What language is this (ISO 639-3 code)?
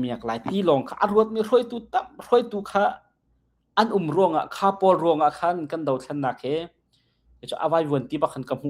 cnh